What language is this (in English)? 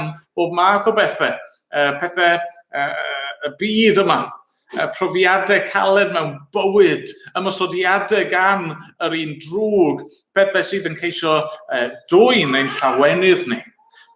Welsh